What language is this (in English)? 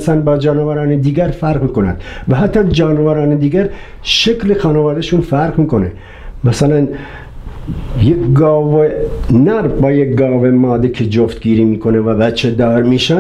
Persian